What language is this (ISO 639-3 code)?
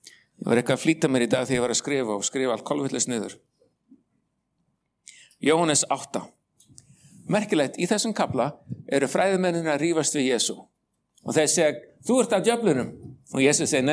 isl